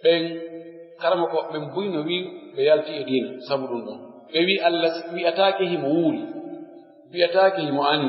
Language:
Pular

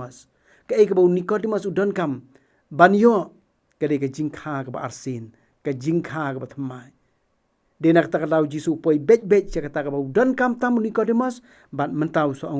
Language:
Khasi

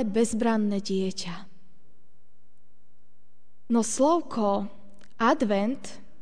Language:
Slovak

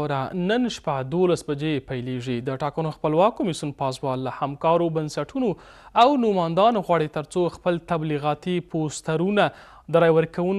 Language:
Pashto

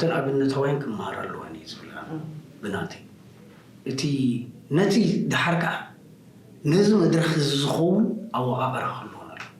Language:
Tigrinya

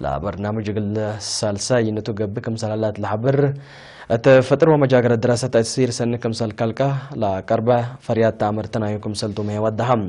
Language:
Tigre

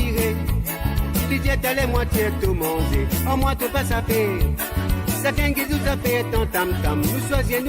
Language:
Morisyen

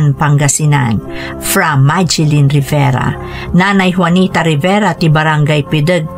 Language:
Iloko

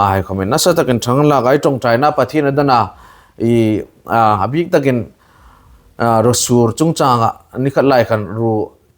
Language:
Hmar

